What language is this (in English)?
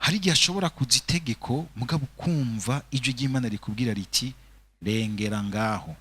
Rundi